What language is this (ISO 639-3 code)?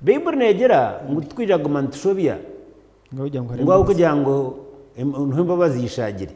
nyn